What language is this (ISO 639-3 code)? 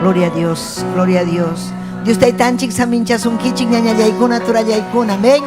quy